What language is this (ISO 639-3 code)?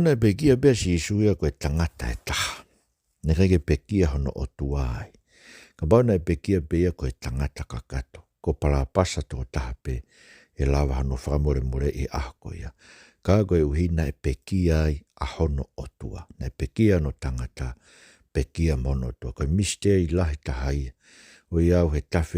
ton